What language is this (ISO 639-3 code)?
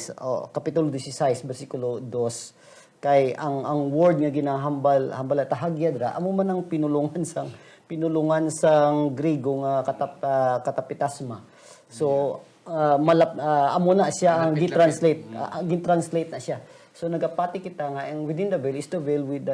hil